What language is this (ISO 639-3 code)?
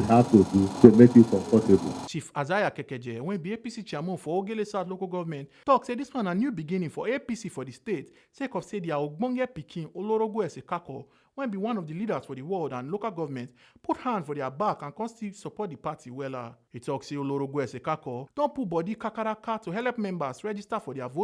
pcm